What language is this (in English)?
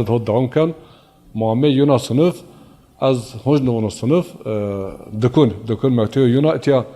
Zaza